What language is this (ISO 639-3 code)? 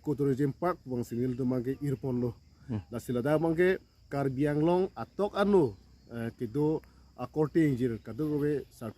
mjw